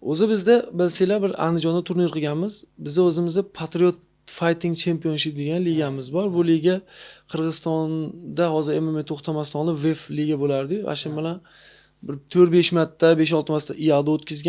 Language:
Uzbek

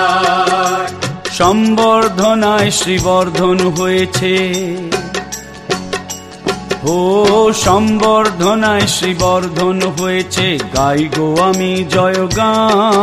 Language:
Bangla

